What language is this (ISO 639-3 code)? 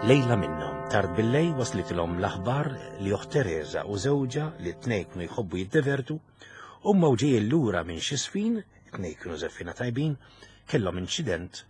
mlt